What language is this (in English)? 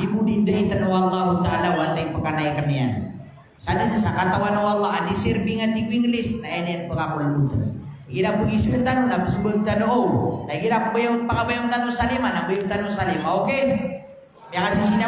Maranao